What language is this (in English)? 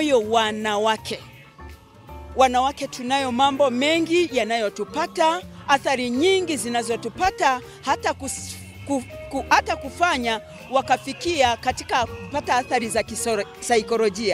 Swahili